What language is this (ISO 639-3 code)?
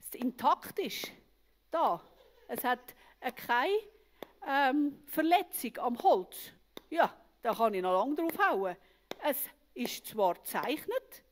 gsw